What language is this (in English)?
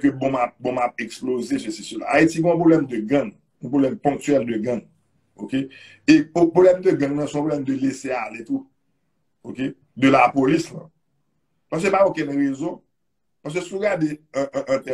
Haitian Creole